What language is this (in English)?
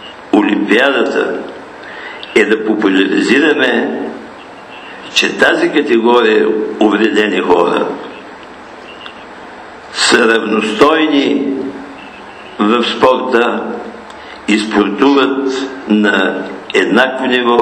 Bulgarian